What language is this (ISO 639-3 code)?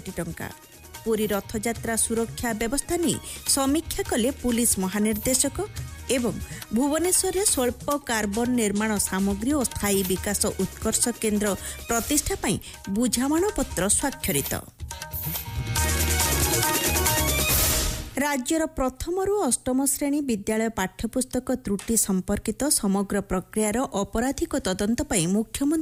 ori